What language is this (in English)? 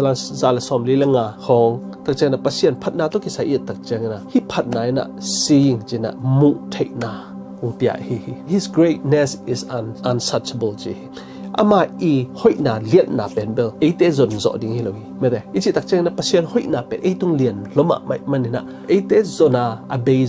Tedim Chin